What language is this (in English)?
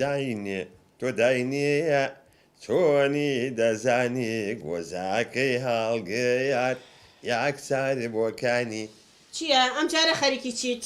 Central Kurdish